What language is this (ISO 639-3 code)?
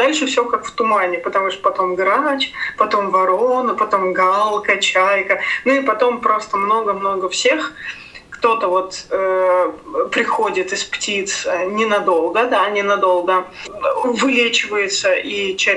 rus